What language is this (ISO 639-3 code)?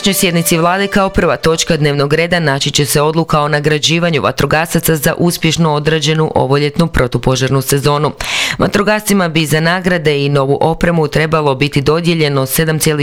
hrv